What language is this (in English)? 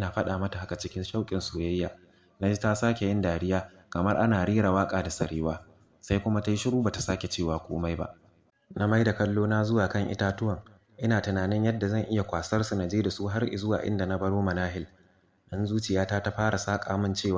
Hausa